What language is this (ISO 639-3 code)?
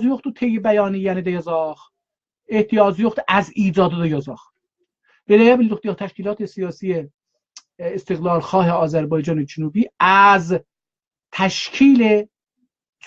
azb